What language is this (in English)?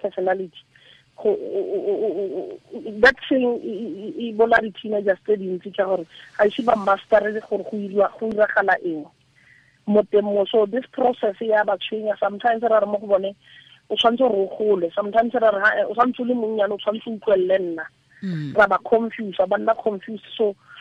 Tswana